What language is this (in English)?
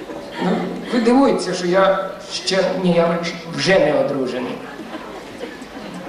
Ukrainian